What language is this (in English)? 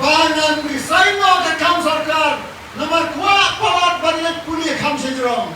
Khasi